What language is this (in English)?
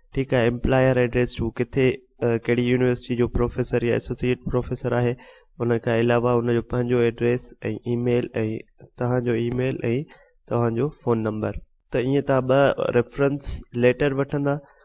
Sindhi